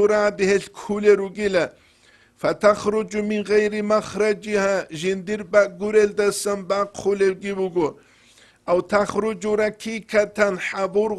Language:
Avaric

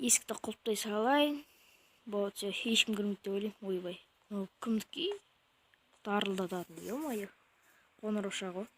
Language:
Kazakh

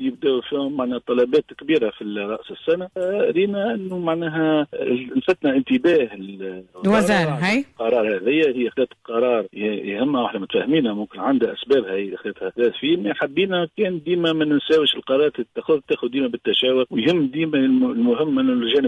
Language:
Tunisian Arabic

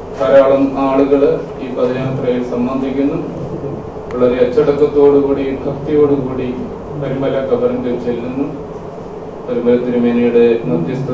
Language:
Malayalam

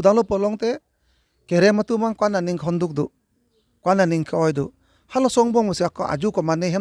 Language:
Karbi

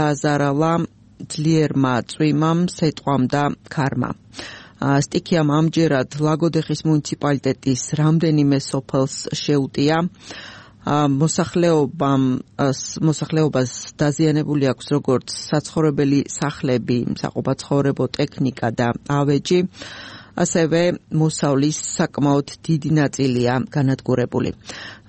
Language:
Georgian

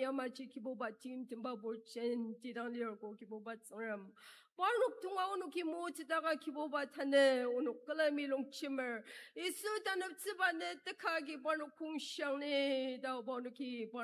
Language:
Ao Naga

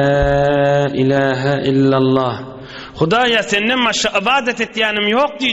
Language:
Turkmen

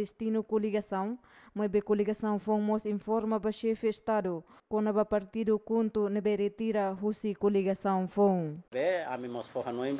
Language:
Tetum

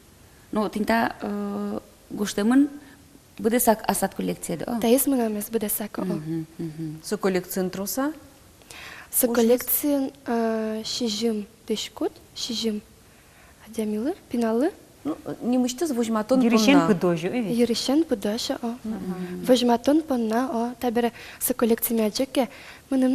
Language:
Udmurt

